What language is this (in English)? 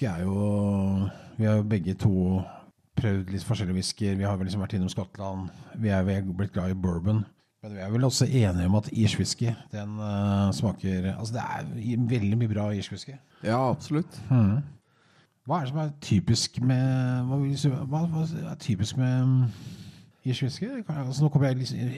Norwegian